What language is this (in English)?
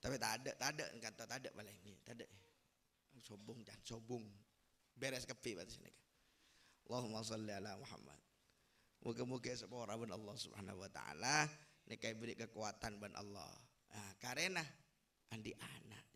Madurese